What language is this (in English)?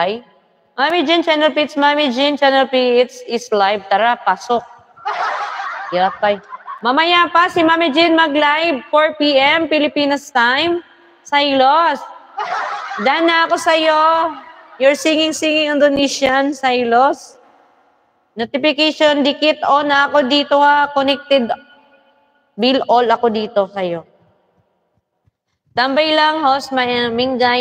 Filipino